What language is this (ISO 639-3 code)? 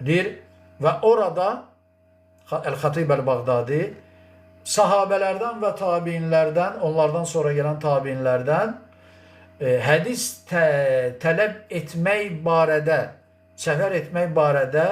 aze